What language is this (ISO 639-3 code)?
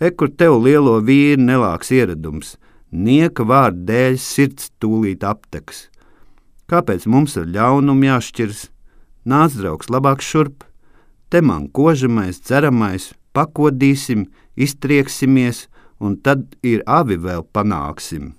lav